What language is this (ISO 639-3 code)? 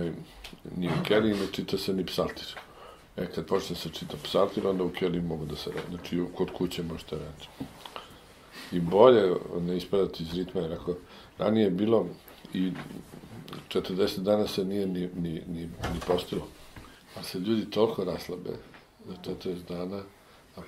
srp